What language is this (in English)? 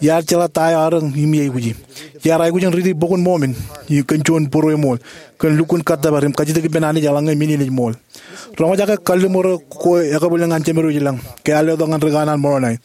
Marshallese